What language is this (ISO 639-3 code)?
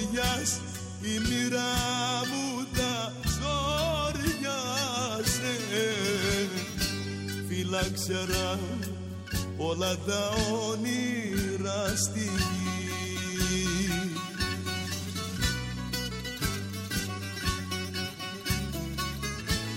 ell